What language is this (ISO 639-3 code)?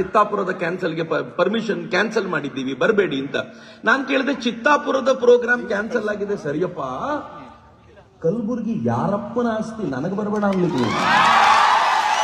kan